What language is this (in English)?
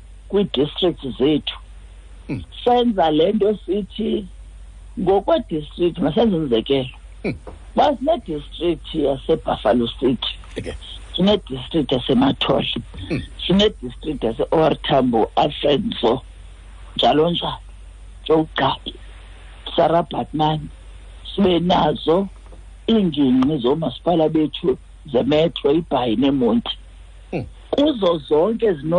Xhosa